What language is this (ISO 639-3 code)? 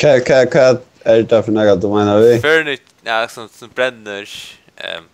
fao